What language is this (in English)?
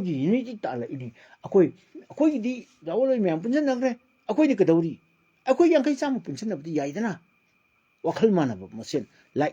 Manipuri